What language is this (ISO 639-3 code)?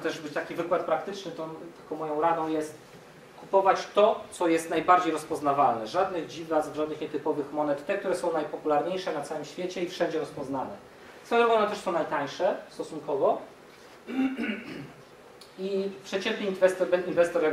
pol